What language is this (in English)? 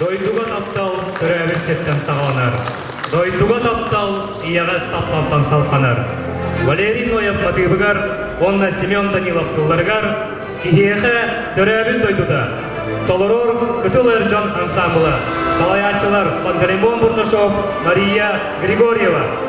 Yakut